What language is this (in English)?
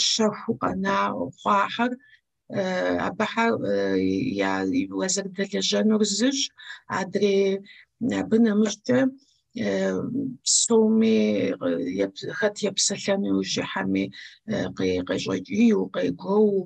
Kabardian